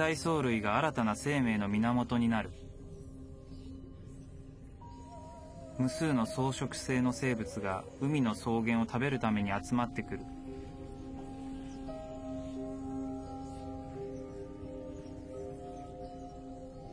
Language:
Japanese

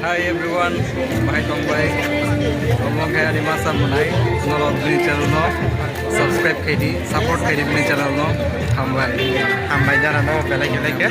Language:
Kok Borok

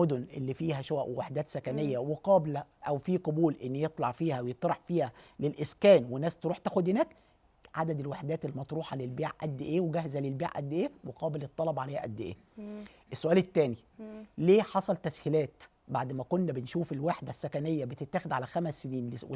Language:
Egyptian Arabic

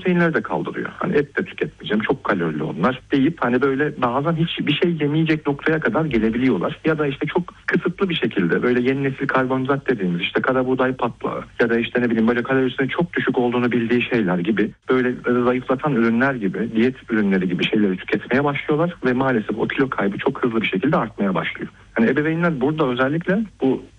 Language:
Turkish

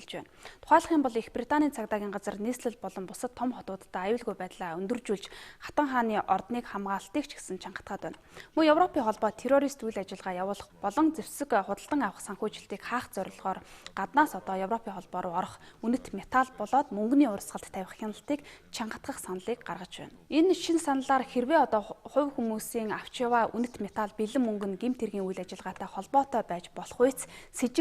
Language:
Mongolian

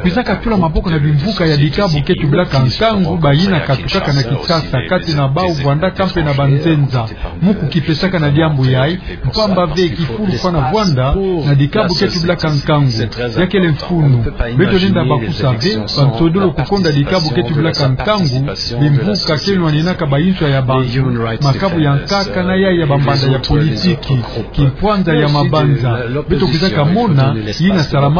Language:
Kituba (Democratic Republic of Congo)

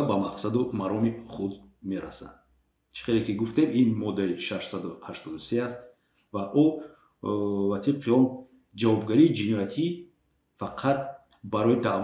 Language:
Tajik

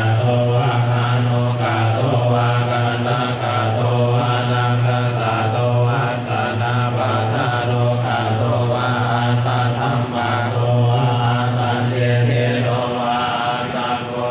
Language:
Pali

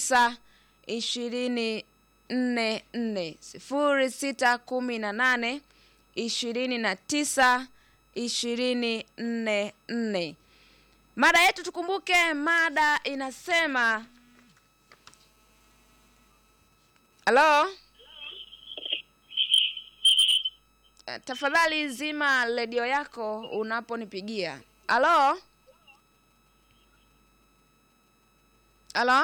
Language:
Swahili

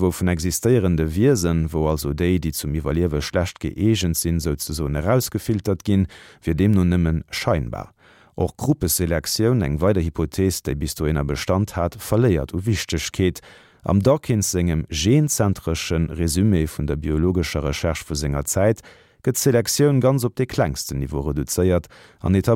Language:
Luxembourgish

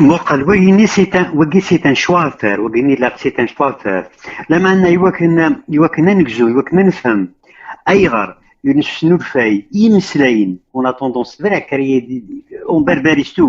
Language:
Kabyle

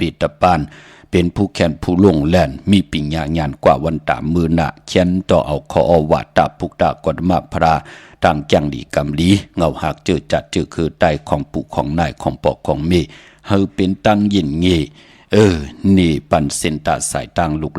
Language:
Shan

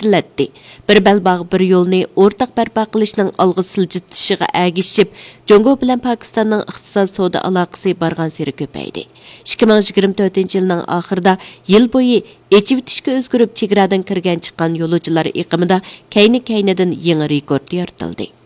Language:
Uyghur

